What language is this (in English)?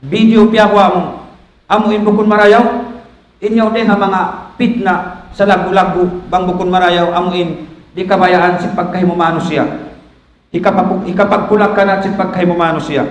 Tausug